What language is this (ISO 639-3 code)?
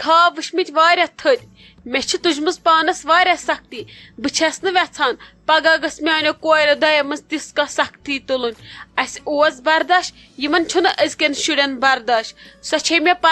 kas